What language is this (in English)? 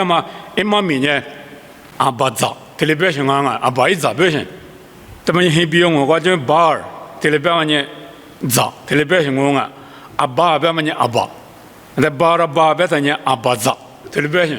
Lisu